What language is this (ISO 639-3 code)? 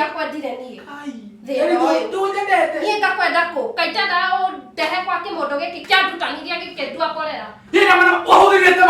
kik